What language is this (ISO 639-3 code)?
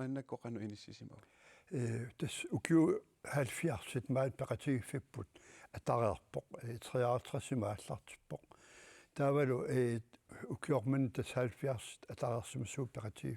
kal